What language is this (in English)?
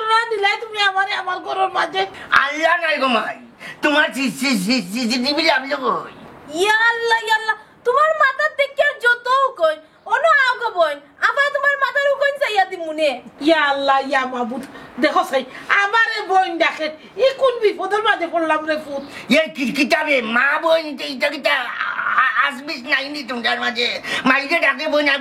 Sylheti